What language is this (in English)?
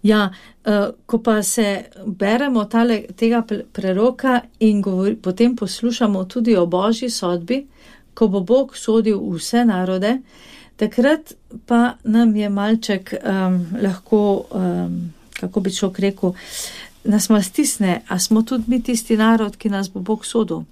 Slovenian